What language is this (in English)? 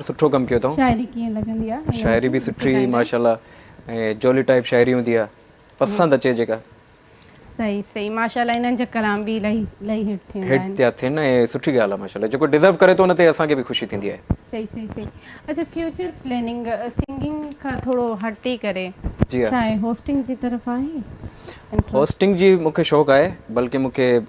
Sindhi